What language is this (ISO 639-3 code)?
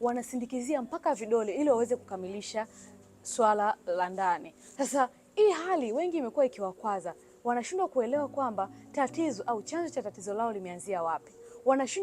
swa